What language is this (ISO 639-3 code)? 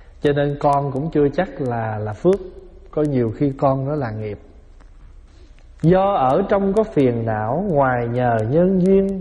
vie